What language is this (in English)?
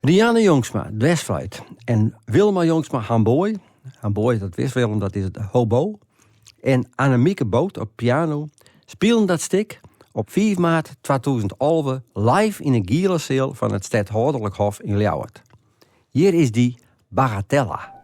Western Frisian